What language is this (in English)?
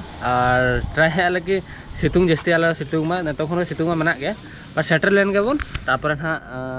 Santali